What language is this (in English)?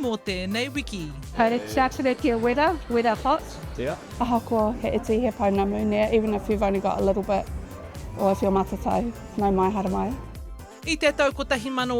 Māori